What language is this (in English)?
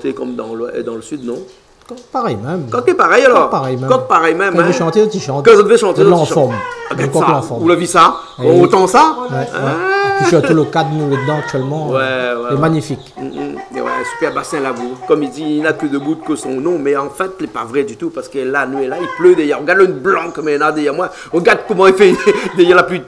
Réunion Creole French